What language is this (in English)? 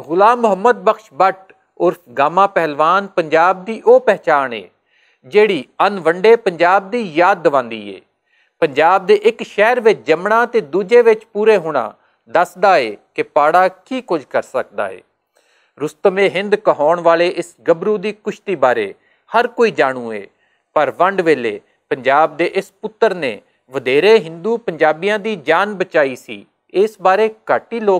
Western Panjabi